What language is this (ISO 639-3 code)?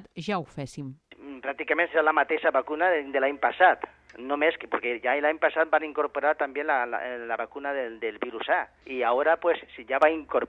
cat